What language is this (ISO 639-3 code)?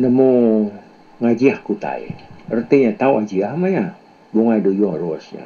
iba